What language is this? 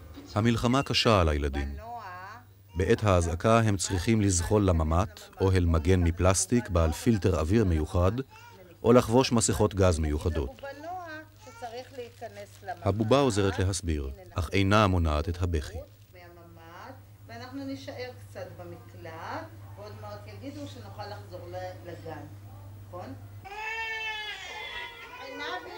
Hebrew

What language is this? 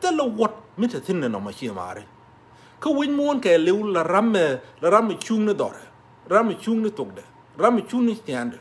Nuer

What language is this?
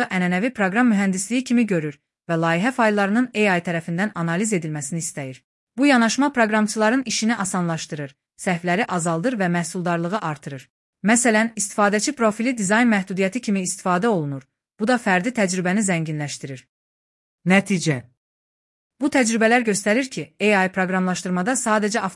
Azerbaijani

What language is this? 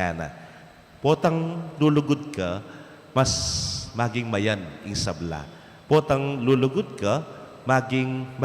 Pampanga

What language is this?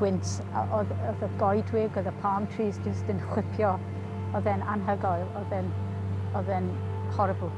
Welsh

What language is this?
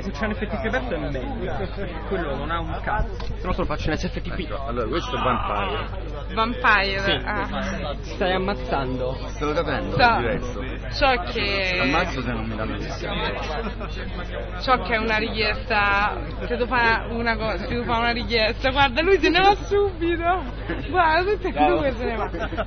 Italian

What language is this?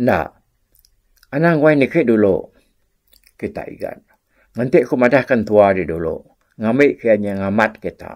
Iban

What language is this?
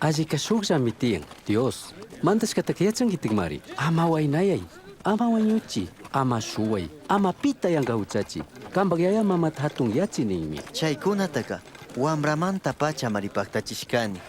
Chimborazo Highland Quichua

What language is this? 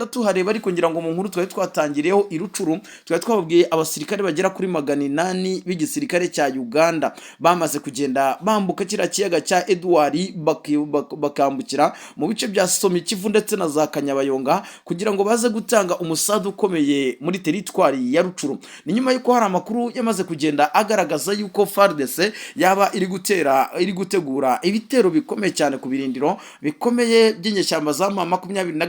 Kinyarwanda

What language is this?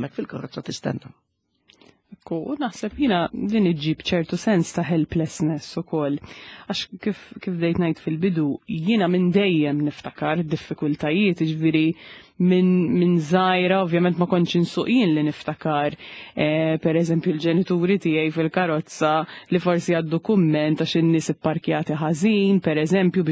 Maltese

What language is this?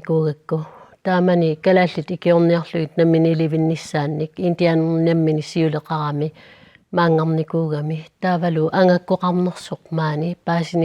Kalaallisut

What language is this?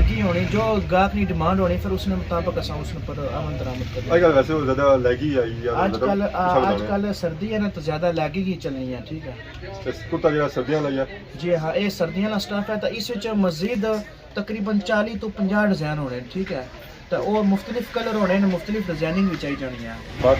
Pahari-Potwari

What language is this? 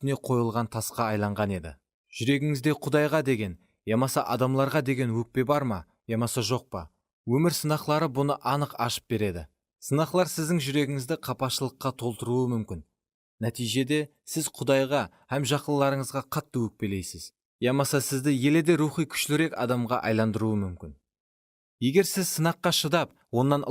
Kara-Kalpak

